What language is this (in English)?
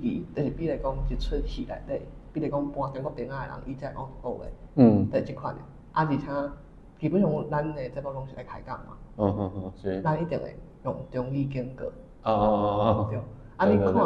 Min Nan Chinese